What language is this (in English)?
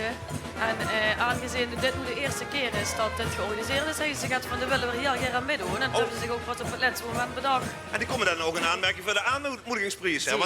Limburgish